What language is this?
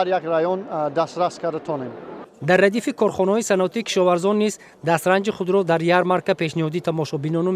Tajik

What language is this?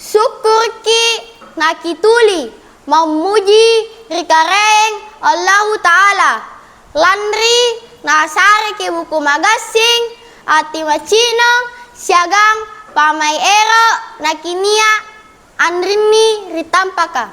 Makasar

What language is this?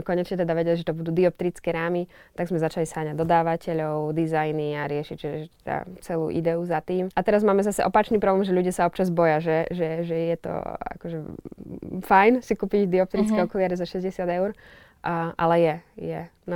Slovak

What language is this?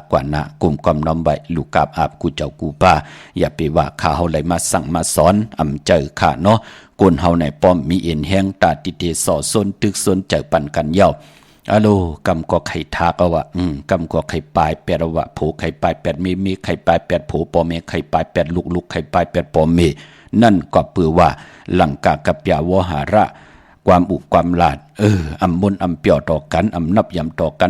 Shan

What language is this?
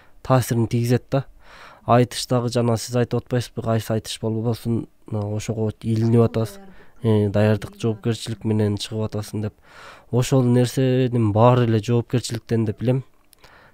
Kyrgyz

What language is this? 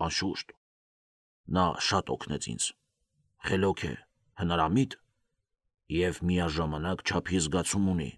Armenian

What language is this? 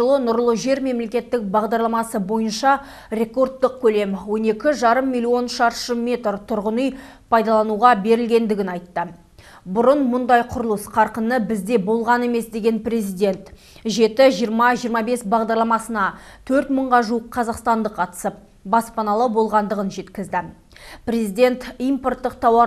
Kazakh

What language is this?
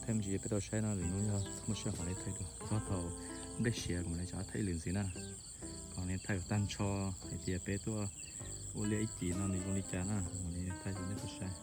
Hmong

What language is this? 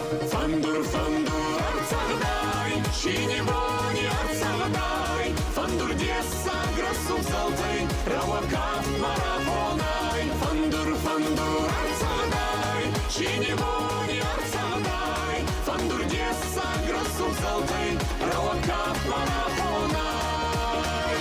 Ossetic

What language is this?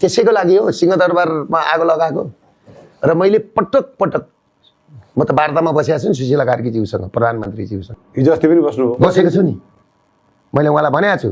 Nepali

